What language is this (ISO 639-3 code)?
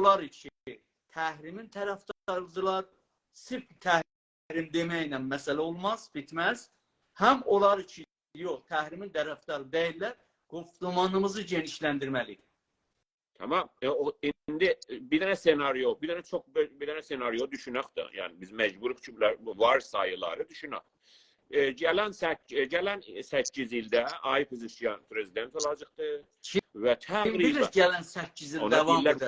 azb